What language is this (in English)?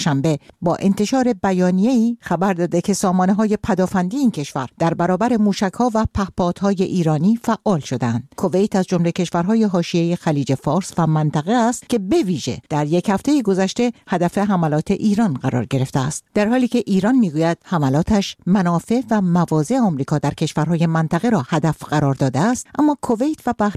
Persian